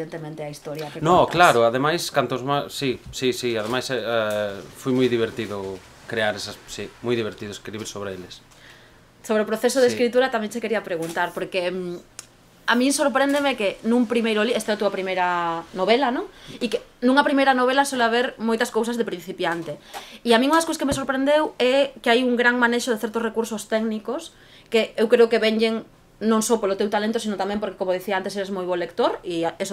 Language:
Galician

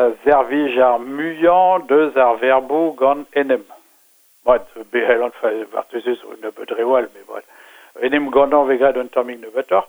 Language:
Breton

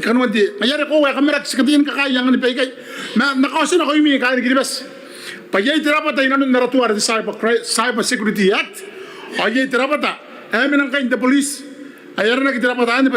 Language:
Gilbertese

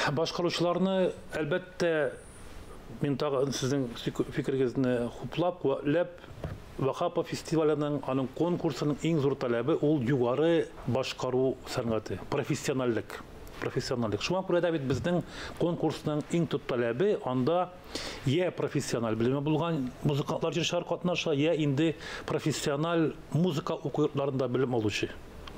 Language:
Tatar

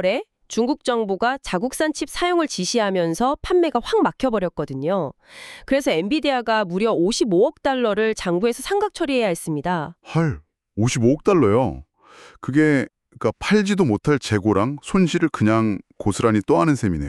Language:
Korean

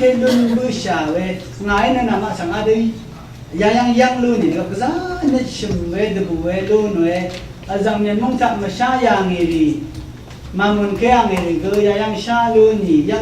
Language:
Rawang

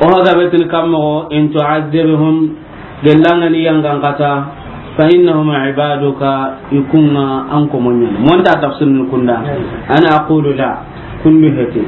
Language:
Soninke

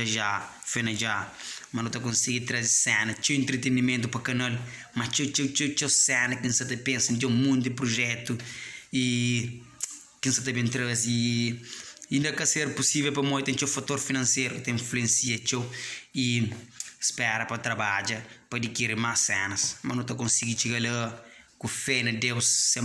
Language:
Kabuverdianu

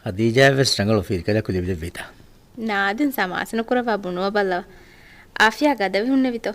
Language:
Divehi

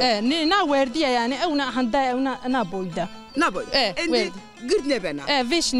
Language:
Zaza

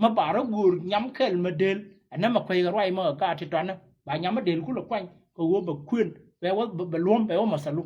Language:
Nuer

